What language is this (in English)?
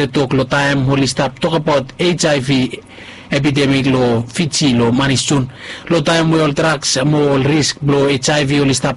Bislama